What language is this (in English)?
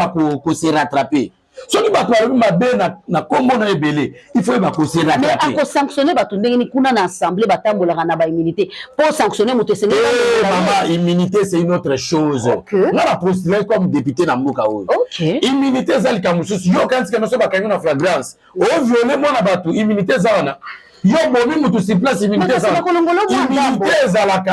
Lingala